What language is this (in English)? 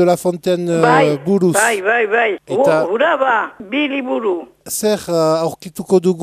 Basque